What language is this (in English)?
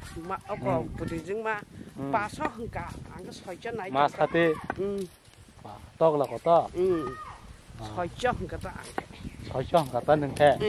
Kok Borok